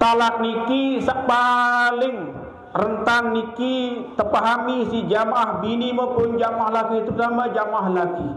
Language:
Sasak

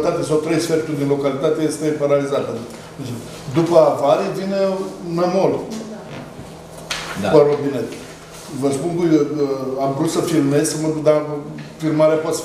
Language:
Romanian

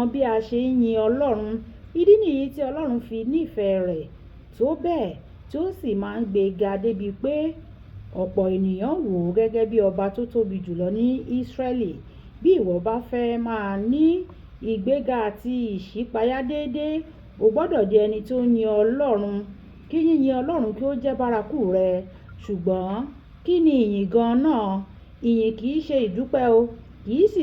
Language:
Yoruba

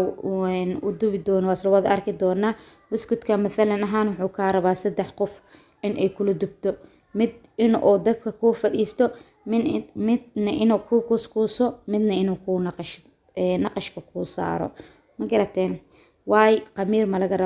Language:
Somali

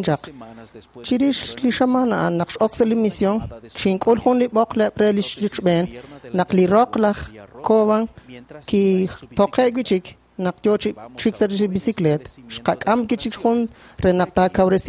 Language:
Kekchí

